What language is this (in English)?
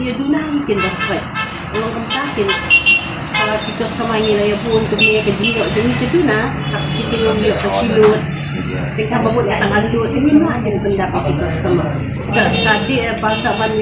Khasi